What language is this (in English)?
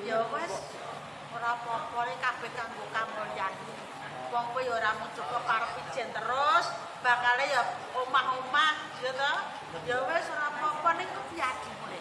Javanese